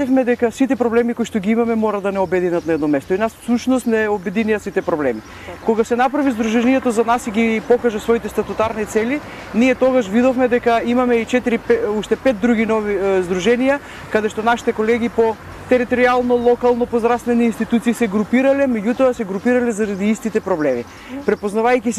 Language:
Macedonian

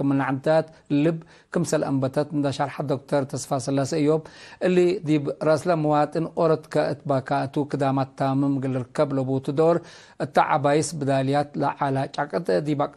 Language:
Tigre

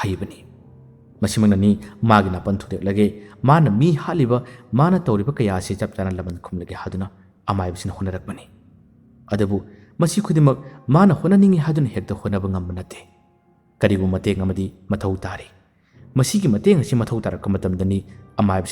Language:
Manipuri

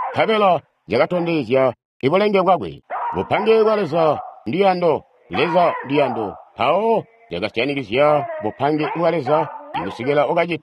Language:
Tonga (Zambia)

